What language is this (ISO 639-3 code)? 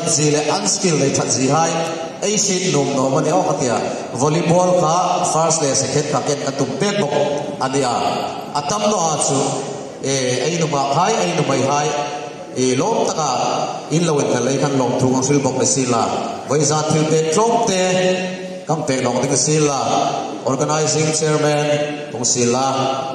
hmr